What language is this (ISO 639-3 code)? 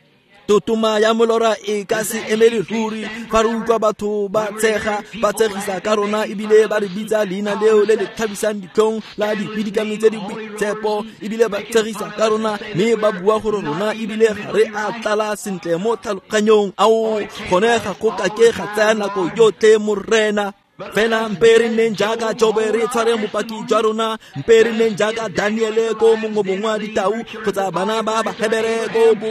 tsn